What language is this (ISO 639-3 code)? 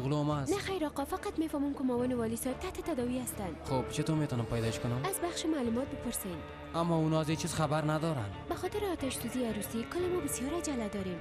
fas